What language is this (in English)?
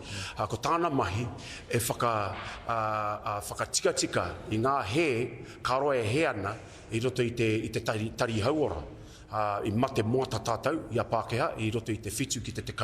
Māori